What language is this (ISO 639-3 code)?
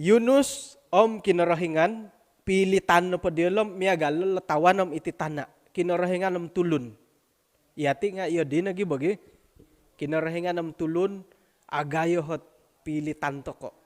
dtp